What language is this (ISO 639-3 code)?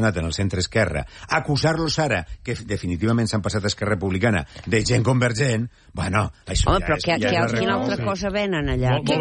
cat